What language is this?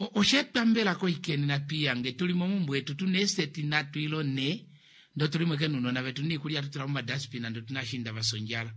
Kuanyama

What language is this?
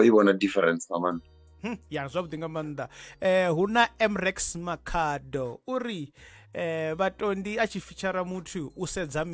Venda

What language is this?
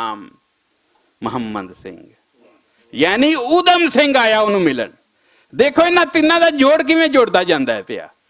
Western Panjabi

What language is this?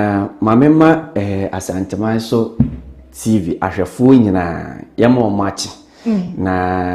Akan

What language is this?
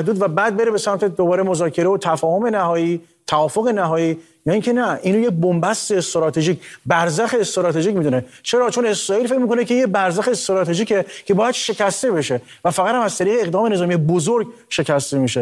Persian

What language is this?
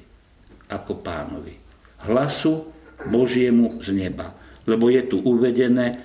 Slovak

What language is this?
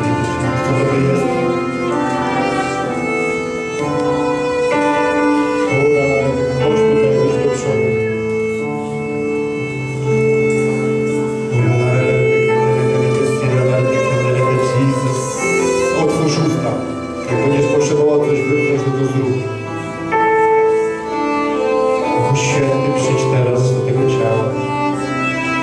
Polish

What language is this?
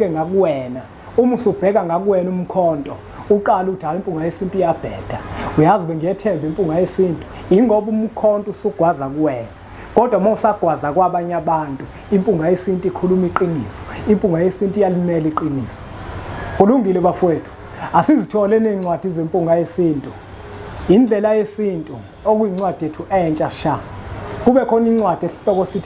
Zulu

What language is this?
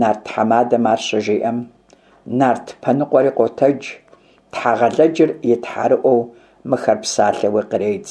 Kabardian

